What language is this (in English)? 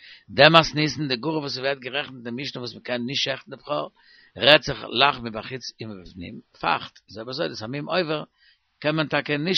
Yiddish